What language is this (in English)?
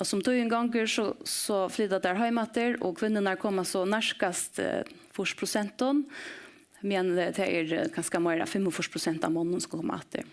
Faroese